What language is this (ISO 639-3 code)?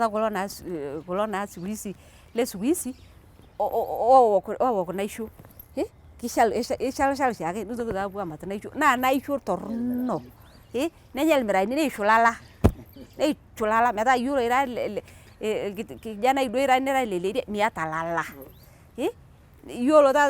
mas